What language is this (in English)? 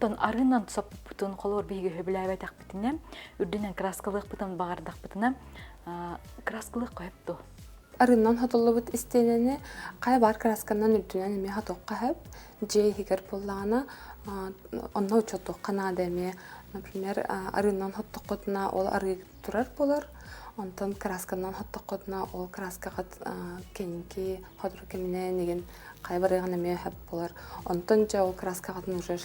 Yakut